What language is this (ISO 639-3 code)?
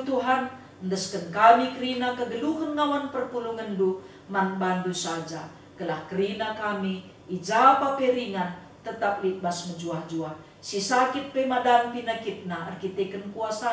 btx